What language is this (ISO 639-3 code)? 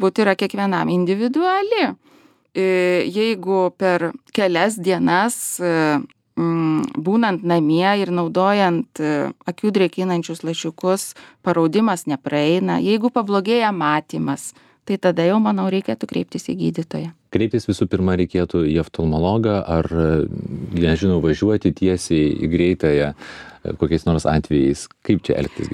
lit